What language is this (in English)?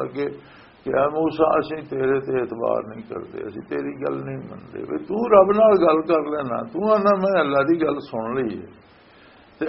Western Panjabi